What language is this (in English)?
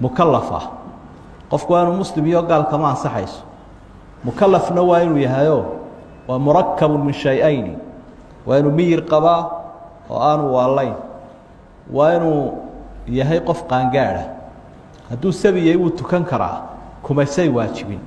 Somali